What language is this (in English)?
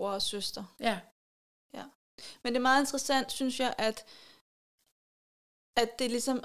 Danish